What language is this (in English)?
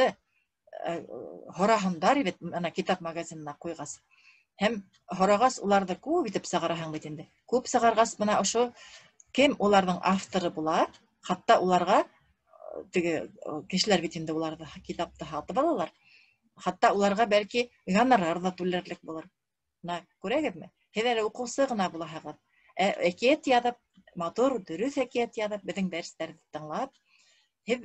Bashkir